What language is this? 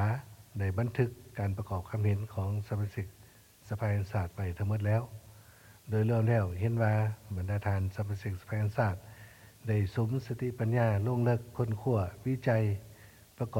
Lao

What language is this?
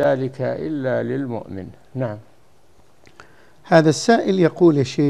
Arabic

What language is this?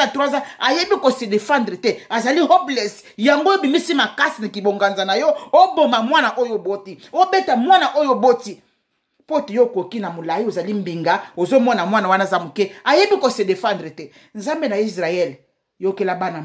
Lingala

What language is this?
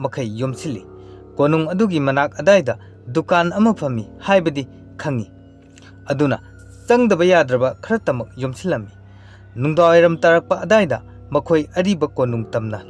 Manipuri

